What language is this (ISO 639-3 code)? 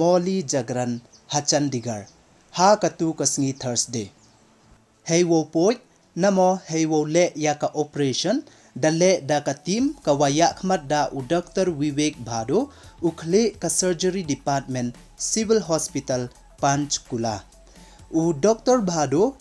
pbv